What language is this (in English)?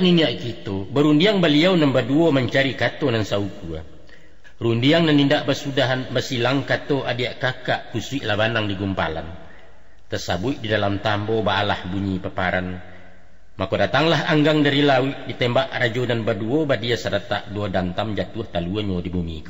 Minangkabau